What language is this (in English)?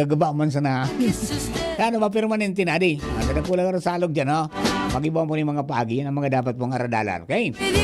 Bikol